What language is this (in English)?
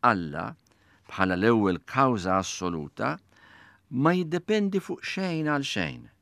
Maltese